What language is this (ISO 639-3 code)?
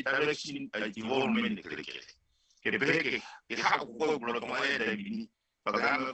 ton